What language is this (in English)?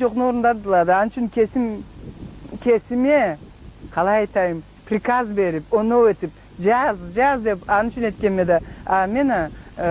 Karachay-Balkar